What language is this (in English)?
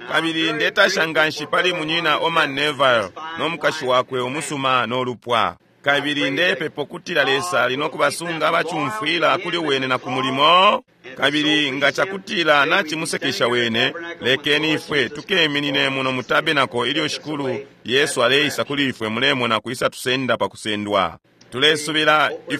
Bemba